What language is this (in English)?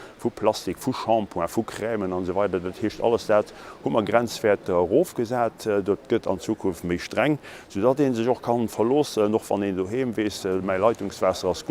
Luxembourgish